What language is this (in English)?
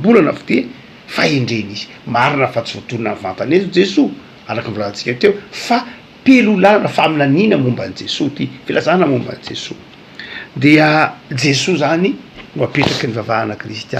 Malagasy